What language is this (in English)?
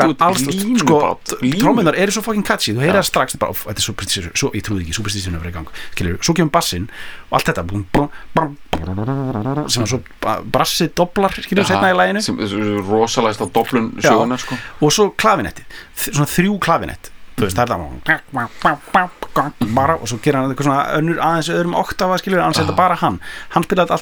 Icelandic